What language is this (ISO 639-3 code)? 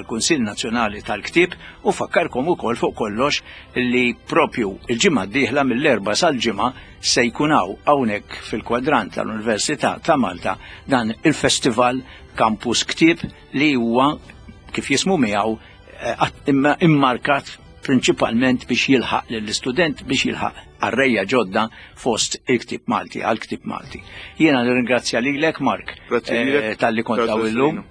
mlt